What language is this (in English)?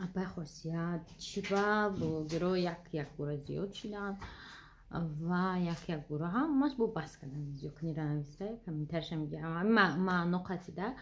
Tajik